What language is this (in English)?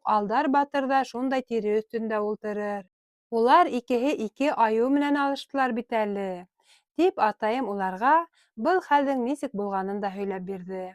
Bashkir